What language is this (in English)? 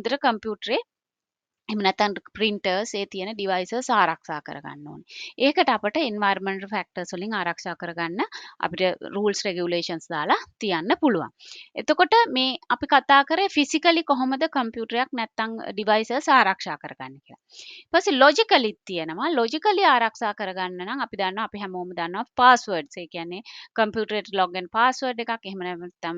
Sinhala